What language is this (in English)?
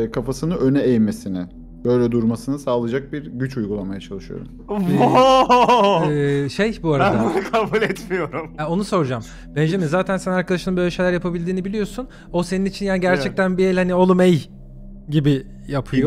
Turkish